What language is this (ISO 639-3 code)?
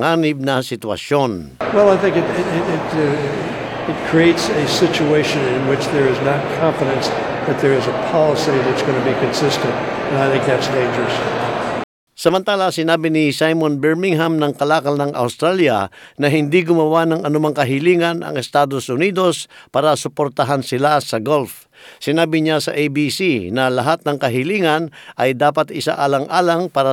fil